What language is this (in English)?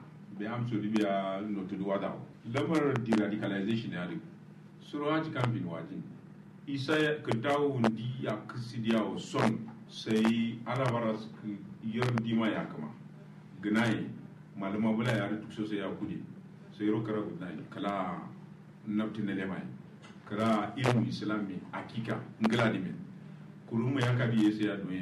Kanuri